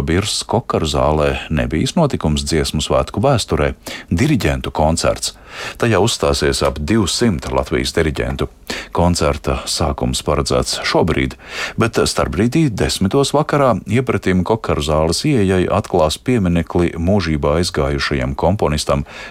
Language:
Latvian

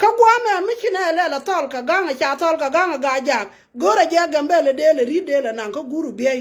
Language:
Nuer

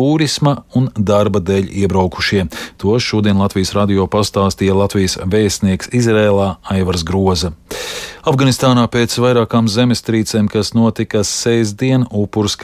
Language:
Latvian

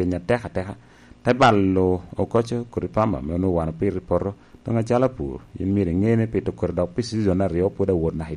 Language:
Lango (Uganda)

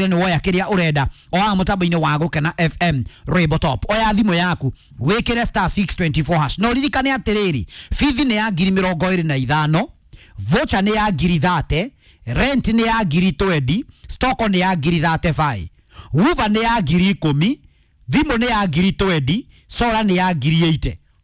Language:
Kikuyu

